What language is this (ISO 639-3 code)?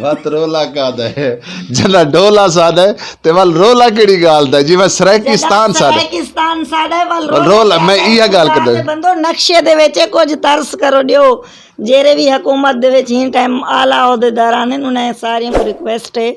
skr